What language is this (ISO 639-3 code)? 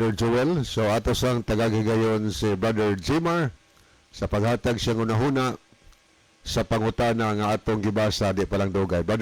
ceb